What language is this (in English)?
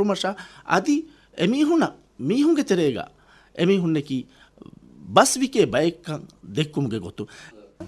Divehi